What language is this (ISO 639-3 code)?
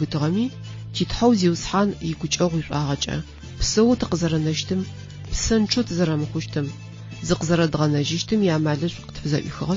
ady